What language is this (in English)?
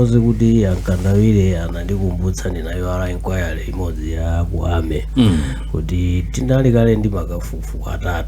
Nyanja